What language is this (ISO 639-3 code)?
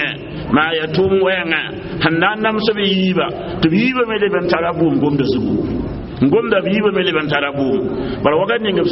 mos